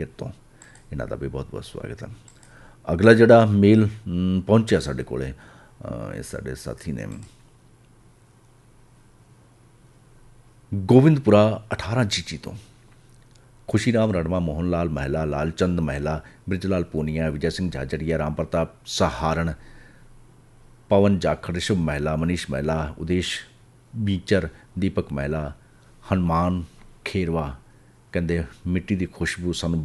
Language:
Punjabi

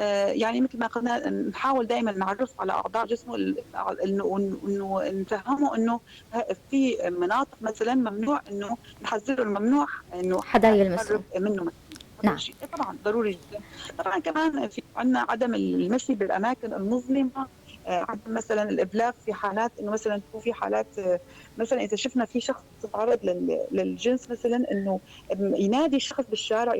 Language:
North Levantine Arabic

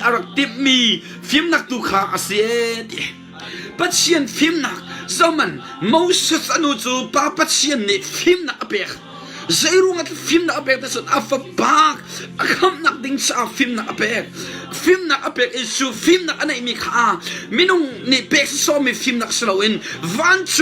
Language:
Hakha Chin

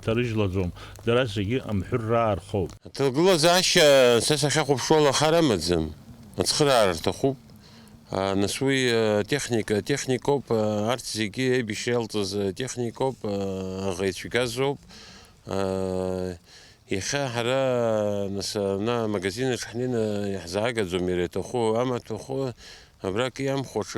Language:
Abkhazian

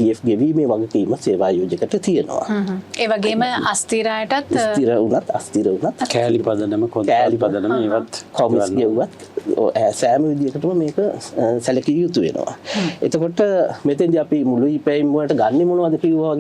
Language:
Sinhala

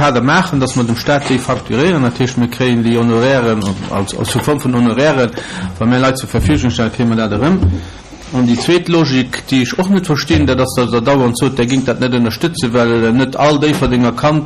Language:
Luxembourgish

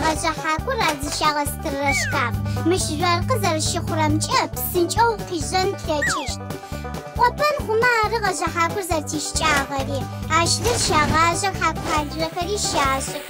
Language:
Adyghe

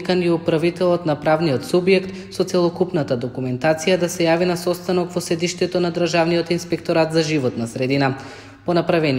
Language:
Macedonian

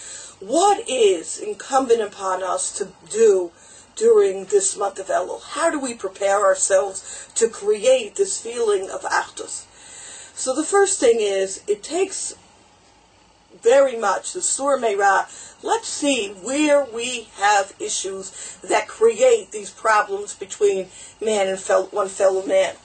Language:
English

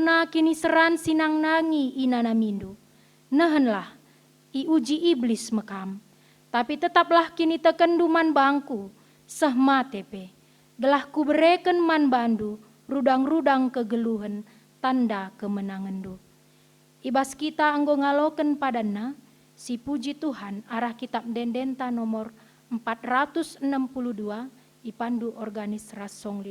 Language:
Batak Karo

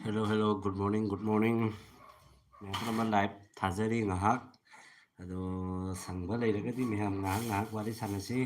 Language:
Manipuri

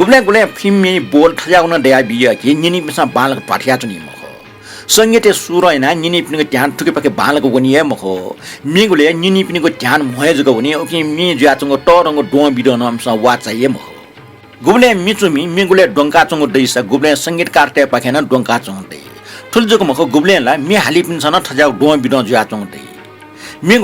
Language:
Newari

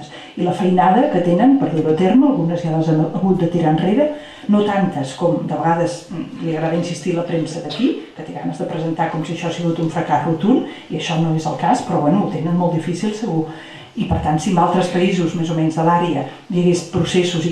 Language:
Catalan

